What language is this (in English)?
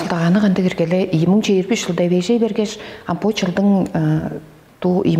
Tuvinian